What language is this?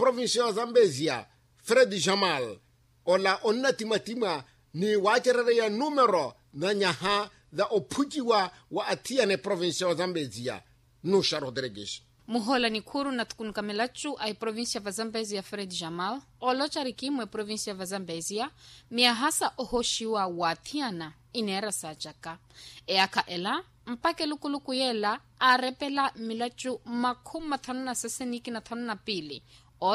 Makhuwa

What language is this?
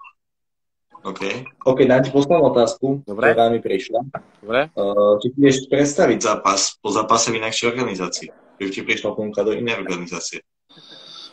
Slovak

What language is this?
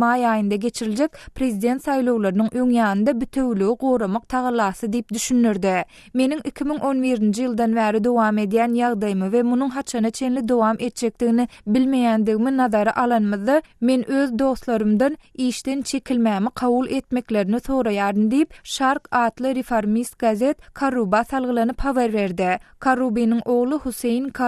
Turkmen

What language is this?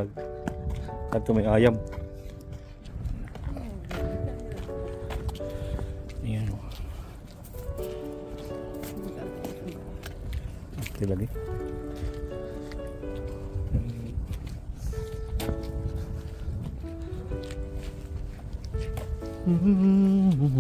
Filipino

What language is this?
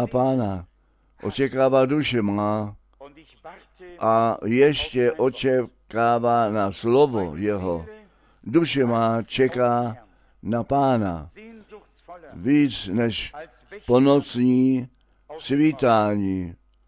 Czech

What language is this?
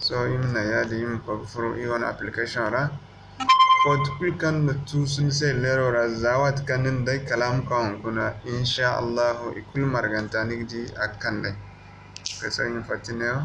Zarma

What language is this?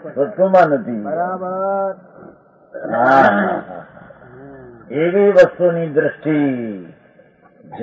Gujarati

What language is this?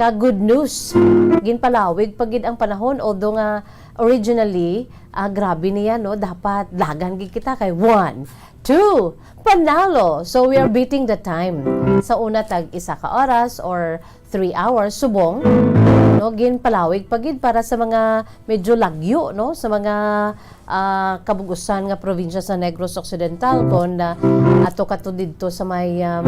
Hiligaynon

